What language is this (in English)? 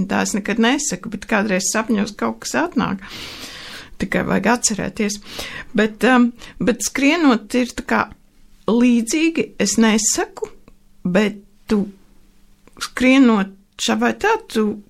Latvian